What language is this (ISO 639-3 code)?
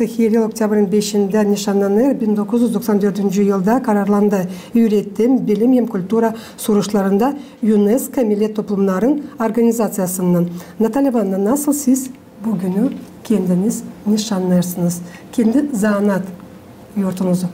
gag